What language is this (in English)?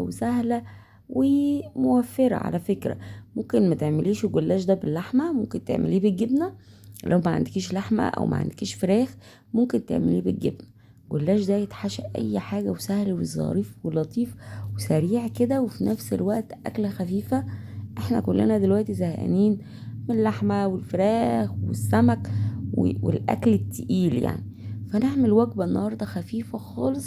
Egyptian Arabic